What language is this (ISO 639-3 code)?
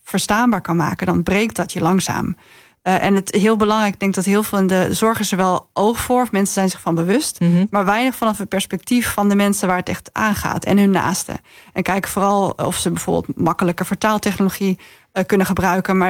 nld